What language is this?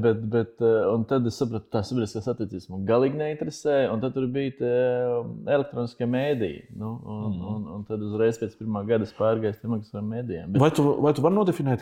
Latvian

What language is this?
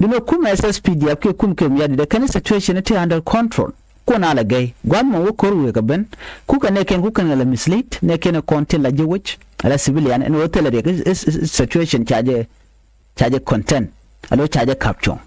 Nuer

